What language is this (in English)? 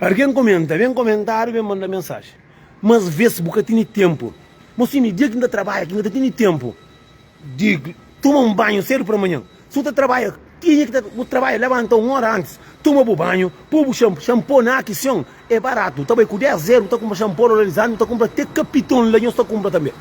Kabuverdianu